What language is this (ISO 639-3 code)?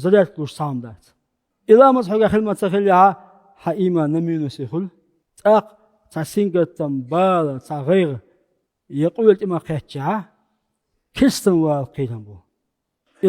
che